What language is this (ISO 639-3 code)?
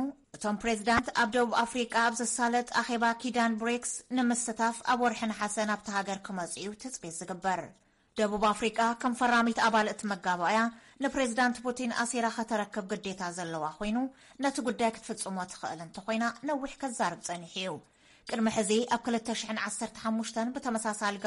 tir